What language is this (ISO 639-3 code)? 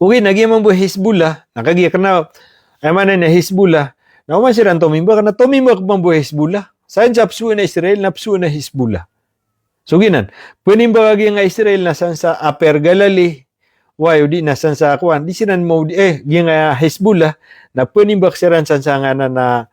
mrw